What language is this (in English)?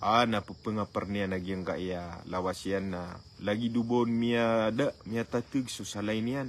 Maranao